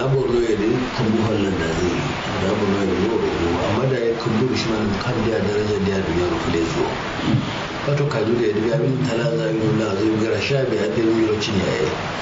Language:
Kanuri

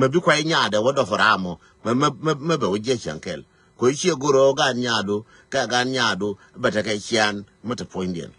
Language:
Nuer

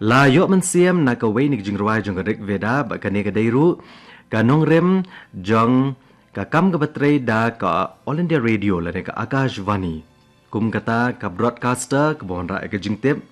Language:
Khasi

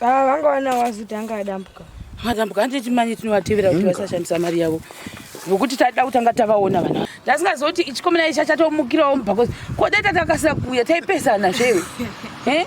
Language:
Shona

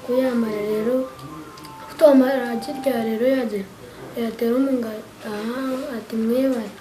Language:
Nyankole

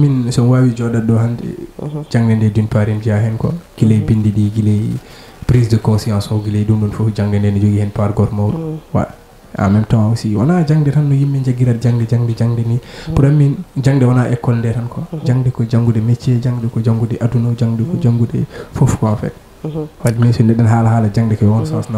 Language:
Fula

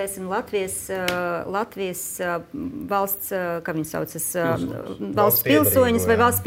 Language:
Latvian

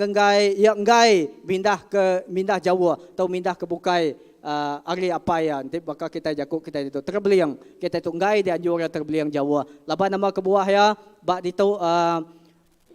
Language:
Iban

